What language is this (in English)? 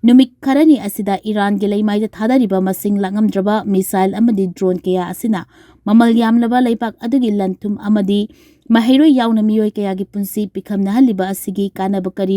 Manipuri